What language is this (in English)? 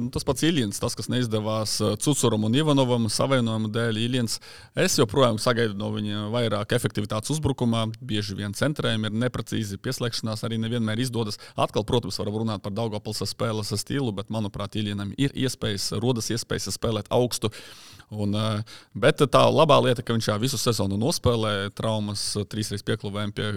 Latvian